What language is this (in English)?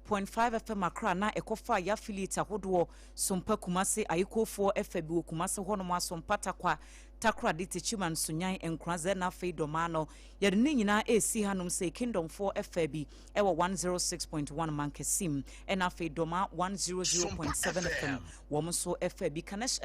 Akan